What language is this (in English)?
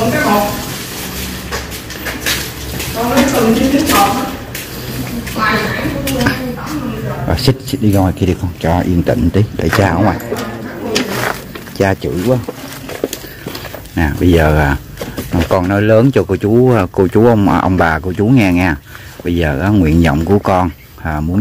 Vietnamese